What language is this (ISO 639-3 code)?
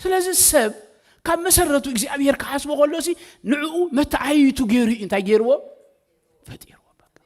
tir